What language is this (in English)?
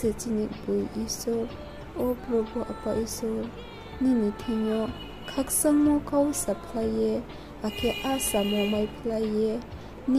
Riang (India)